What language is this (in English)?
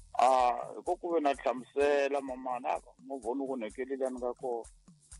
Tsonga